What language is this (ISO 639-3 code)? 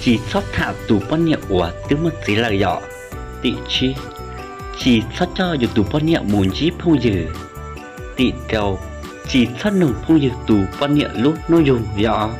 hmn